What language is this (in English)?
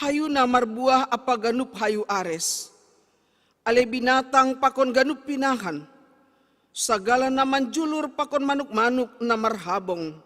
Batak Simalungun